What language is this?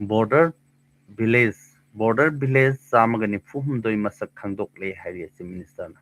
Manipuri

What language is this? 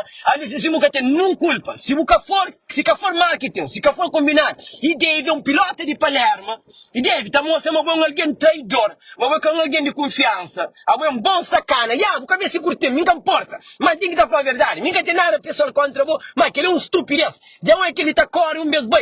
Kabuverdianu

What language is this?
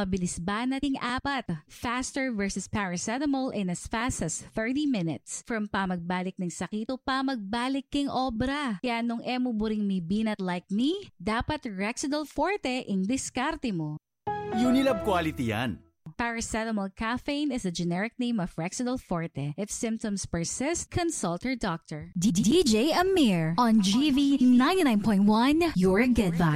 Pampanga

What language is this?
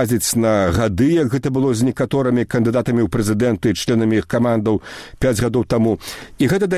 Belarusian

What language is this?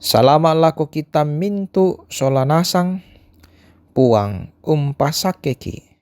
Toraja-Sa'dan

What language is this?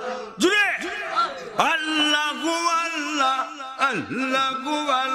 Sylheti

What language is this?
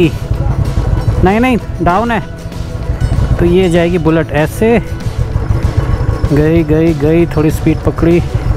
Hindi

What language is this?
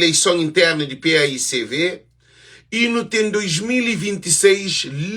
Kabuverdianu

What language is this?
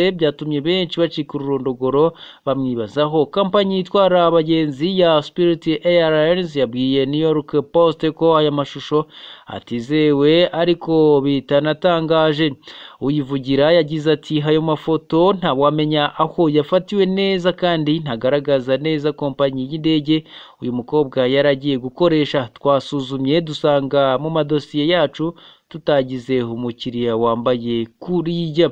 Kinyarwanda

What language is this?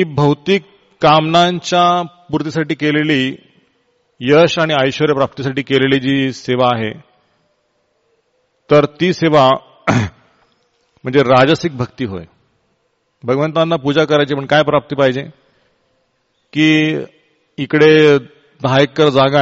Marathi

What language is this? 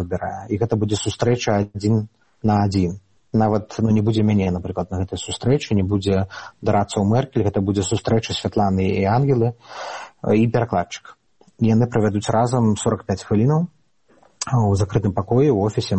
Belarusian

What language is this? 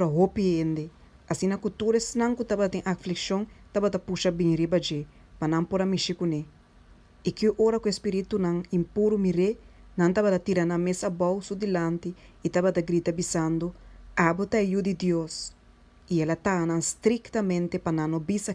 Papiamento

